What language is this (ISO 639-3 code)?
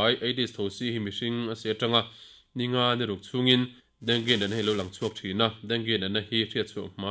lus